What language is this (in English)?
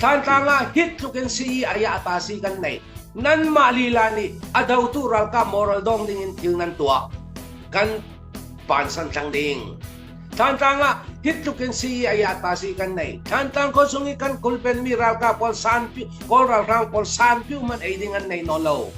Hakha Chin